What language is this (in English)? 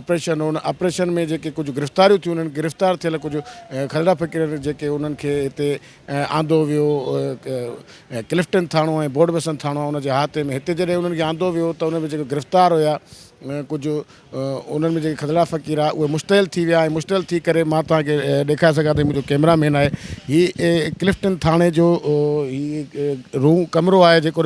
Sindhi